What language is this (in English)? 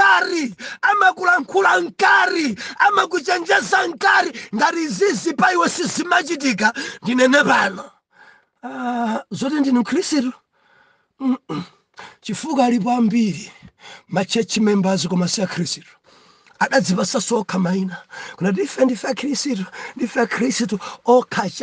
Nyanja